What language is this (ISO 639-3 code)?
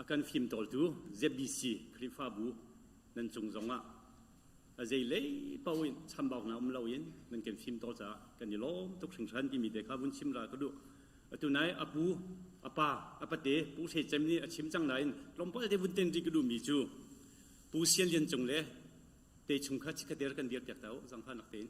cnh